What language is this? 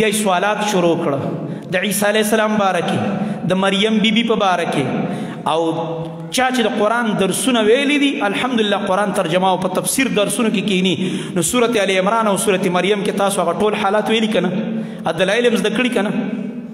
Pashto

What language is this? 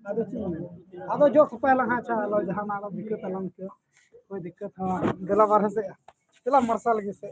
Santali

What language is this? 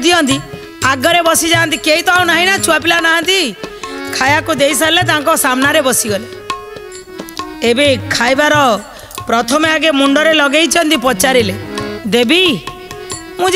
Odia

